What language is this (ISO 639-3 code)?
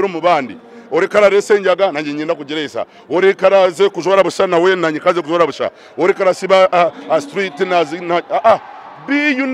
nyn